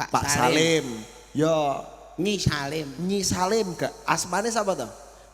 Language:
Javanese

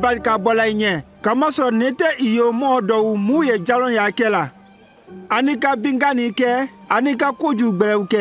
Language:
Konyanka Maninka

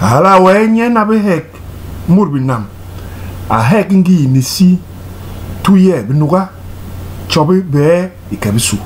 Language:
Basaa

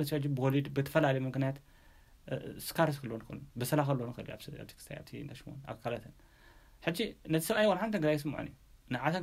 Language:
Tigrinya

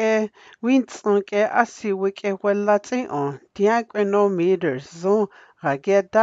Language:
Dogrib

